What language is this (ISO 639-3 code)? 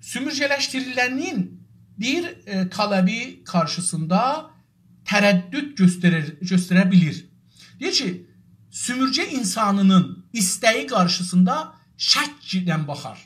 azb